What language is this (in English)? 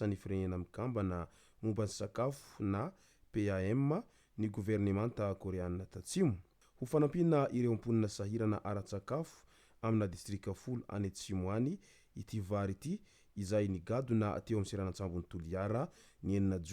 Malagasy